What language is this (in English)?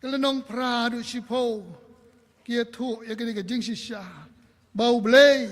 Khasi